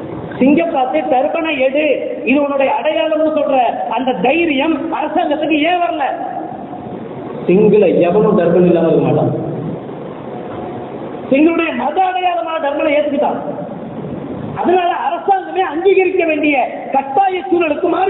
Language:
Tamil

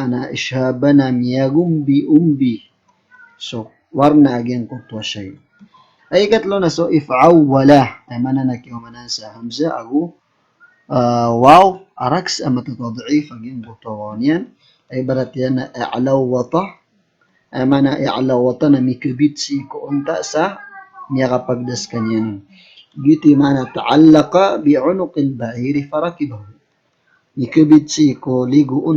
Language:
Maranao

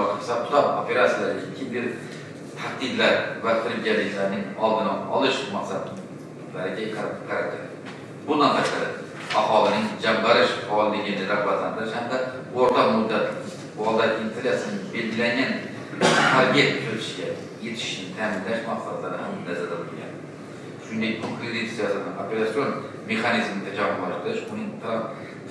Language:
Uzbek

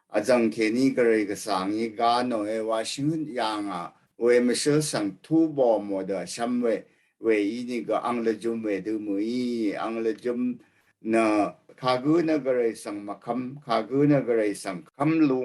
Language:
Rawang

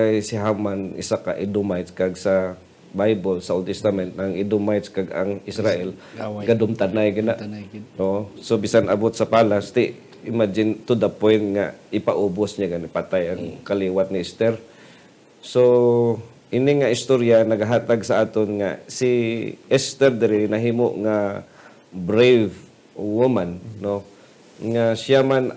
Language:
Hiligaynon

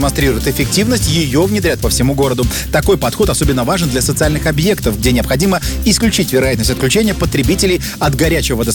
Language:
Russian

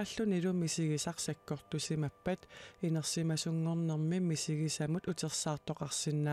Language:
Kalaallisut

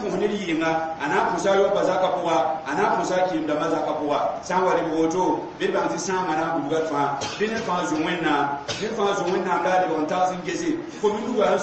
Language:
Mossi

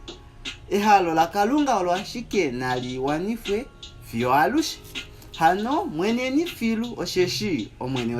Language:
Kuanyama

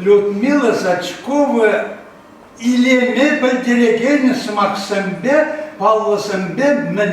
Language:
Chuvash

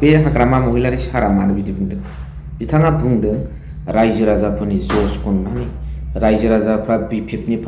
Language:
Bodo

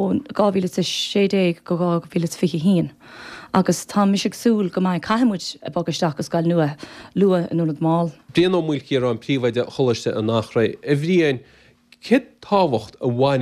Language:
Irish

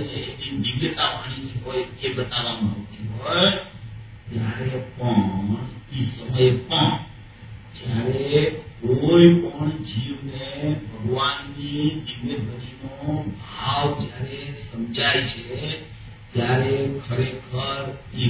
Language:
Gujarati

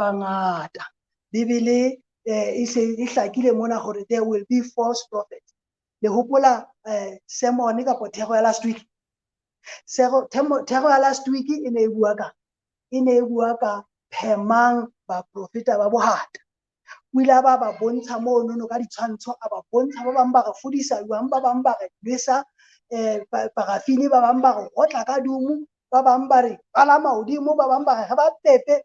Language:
Southern Sotho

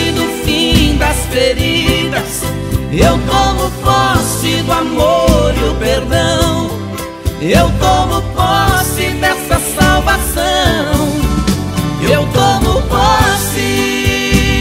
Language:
Portuguese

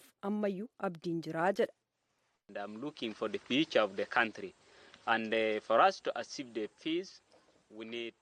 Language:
Oromo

